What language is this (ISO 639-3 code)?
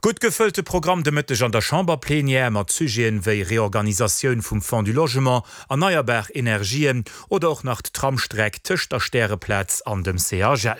ltz